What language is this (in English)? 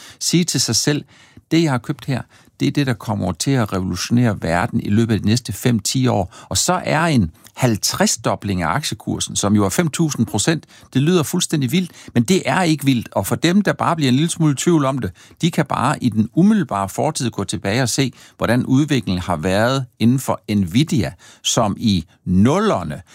Danish